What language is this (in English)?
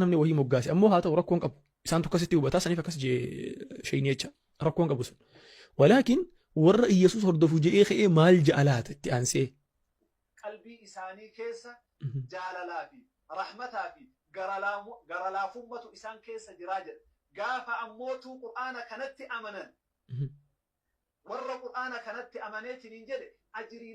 Oromo